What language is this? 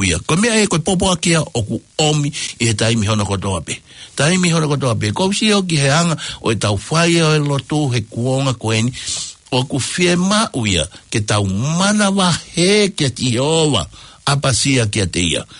Tongan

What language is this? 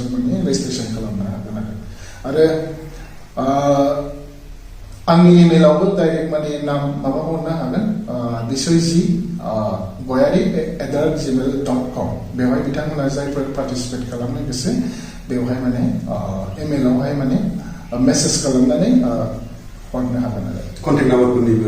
Bodo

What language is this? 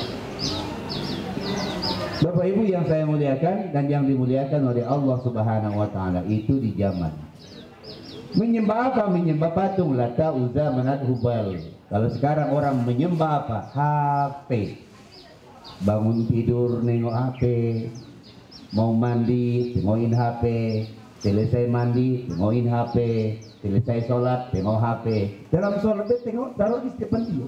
Indonesian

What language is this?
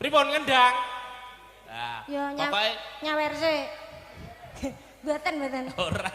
Javanese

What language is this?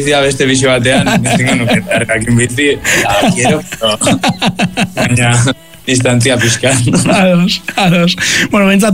Basque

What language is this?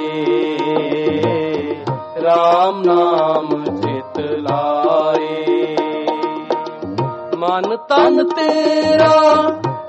Punjabi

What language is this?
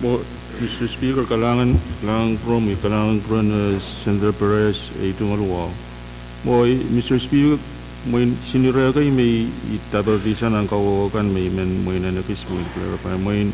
Pohnpeian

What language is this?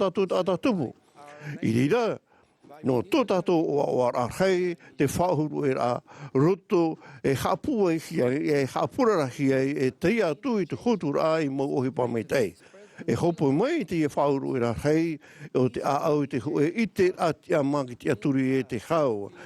Tahitian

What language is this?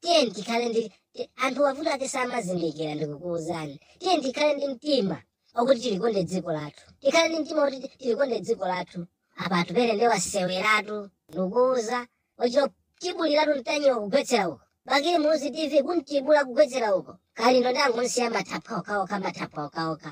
Nyanja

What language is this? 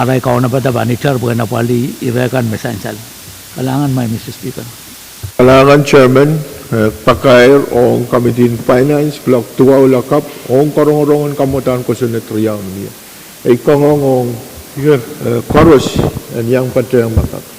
Pohnpeian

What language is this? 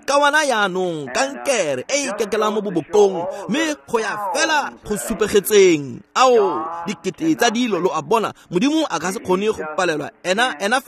Tswana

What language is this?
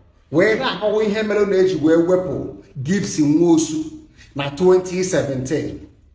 Igbo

